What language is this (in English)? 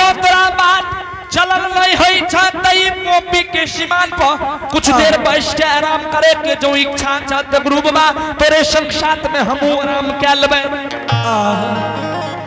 Angika